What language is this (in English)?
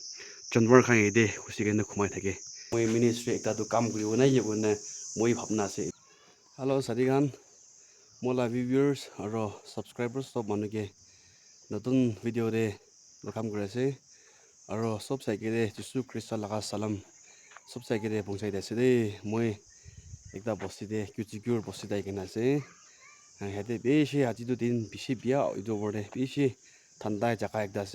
Naga Pidgin